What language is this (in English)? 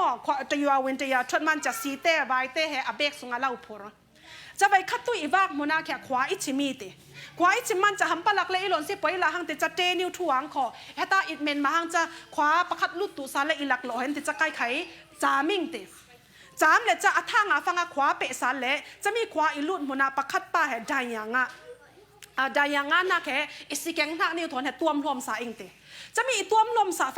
Falam Chin